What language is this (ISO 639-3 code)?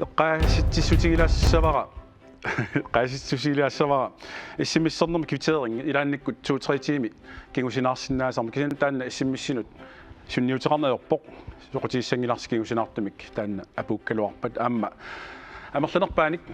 kal